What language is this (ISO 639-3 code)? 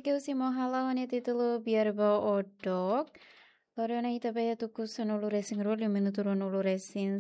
tet